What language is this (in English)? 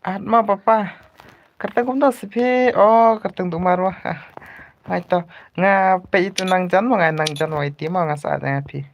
Khasi